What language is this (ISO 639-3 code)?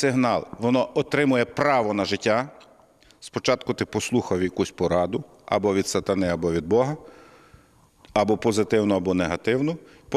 ukr